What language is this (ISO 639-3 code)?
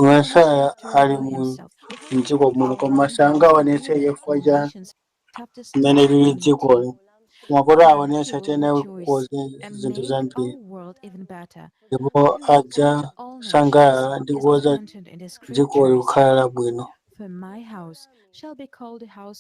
nya